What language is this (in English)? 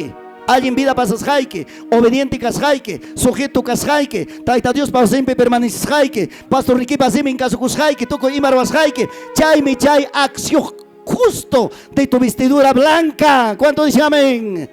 Ayacucho Quechua